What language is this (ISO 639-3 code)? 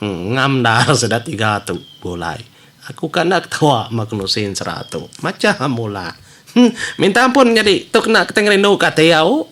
iba